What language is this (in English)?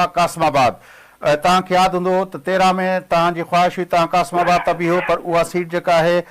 Sindhi